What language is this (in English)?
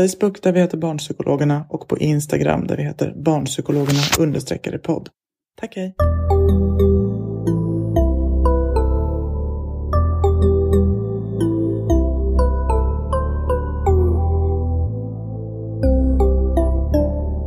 Swedish